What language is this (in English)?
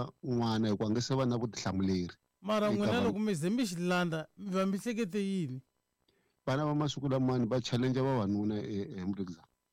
Tsonga